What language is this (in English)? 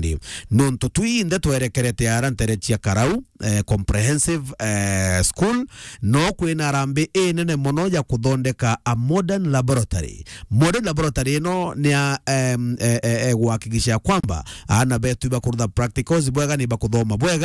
Meru